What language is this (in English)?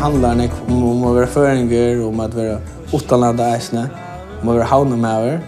Faroese